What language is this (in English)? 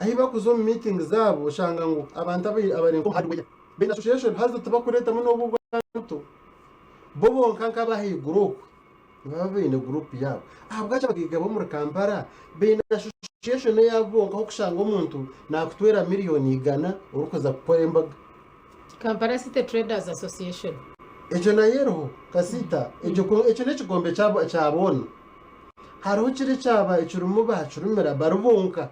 Nyankole